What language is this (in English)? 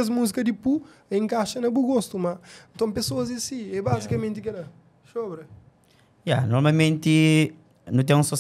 Kabuverdianu